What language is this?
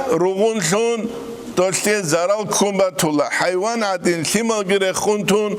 Avaric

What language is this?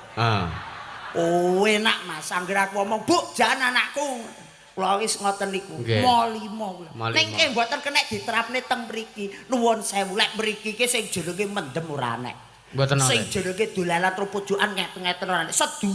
Javanese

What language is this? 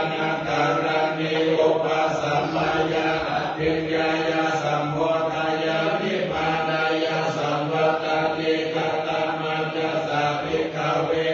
Pali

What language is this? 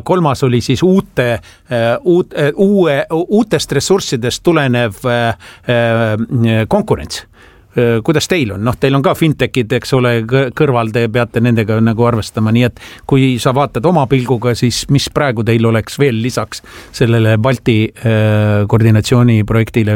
Estonian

